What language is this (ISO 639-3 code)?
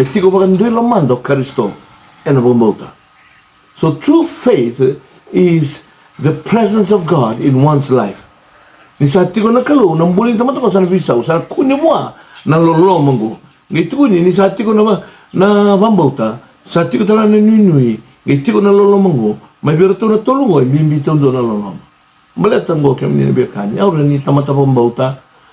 fij